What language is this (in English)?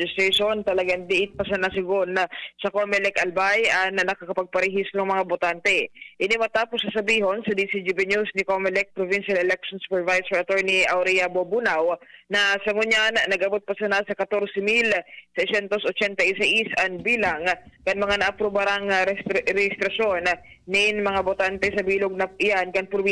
Bikol